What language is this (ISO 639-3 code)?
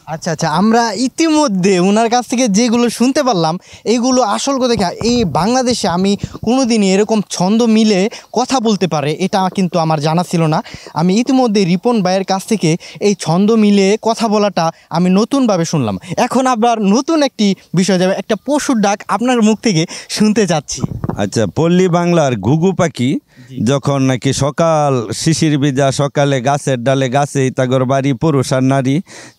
ben